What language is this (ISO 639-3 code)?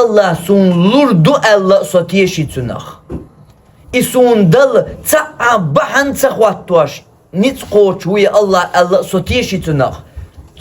che